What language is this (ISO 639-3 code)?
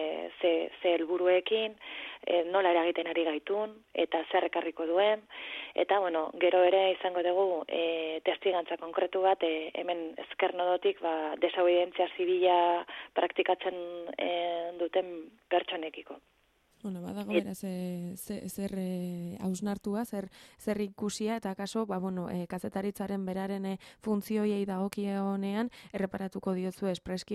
eus